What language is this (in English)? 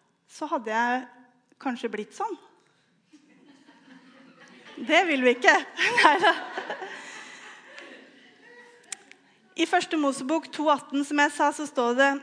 Norwegian